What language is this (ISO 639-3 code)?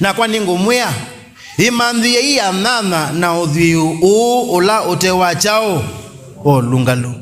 kam